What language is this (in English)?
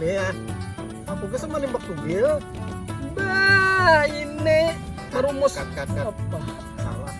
Banjar